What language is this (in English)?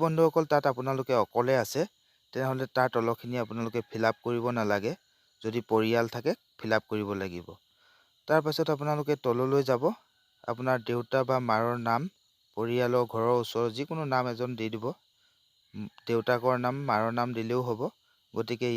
Assamese